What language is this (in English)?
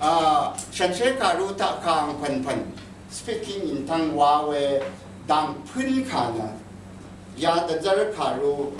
Rawang